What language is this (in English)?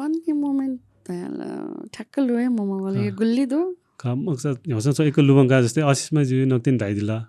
Newari